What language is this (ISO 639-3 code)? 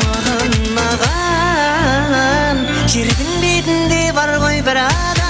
kaa